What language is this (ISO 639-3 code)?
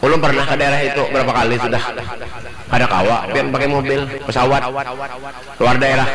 bjn